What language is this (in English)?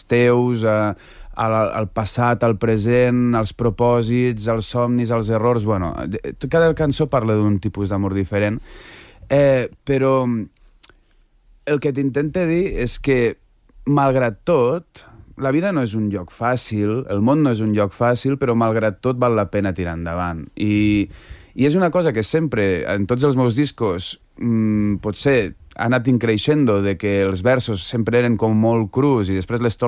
Catalan